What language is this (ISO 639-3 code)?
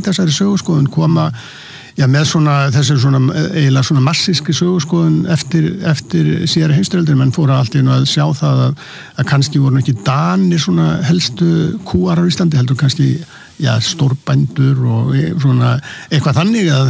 isl